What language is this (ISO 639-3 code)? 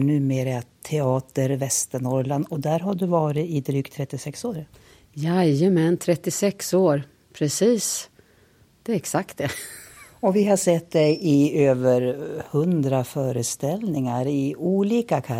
swe